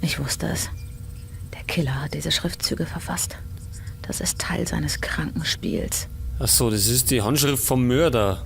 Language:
Bavarian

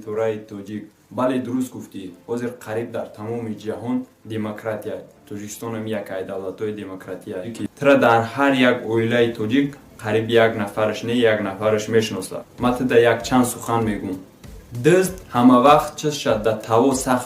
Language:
Tajik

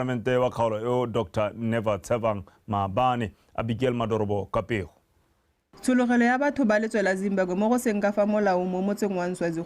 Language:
Tswana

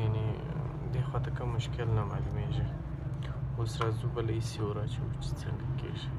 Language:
Pashto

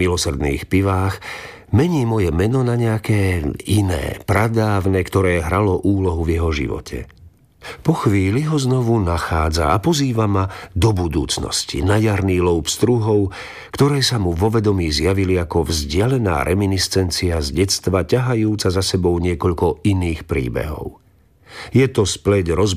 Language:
Slovak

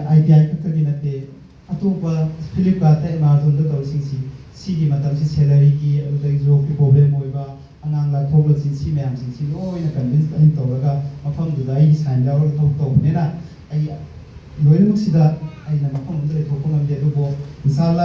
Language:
Manipuri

